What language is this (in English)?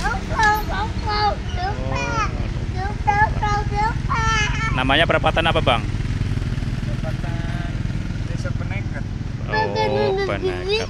Betawi